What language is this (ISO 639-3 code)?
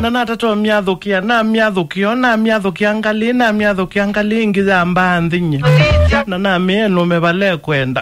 kam